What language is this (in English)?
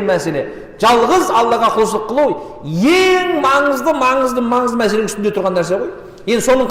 Kazakh